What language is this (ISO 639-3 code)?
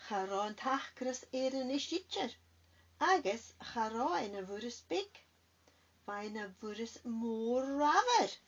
gla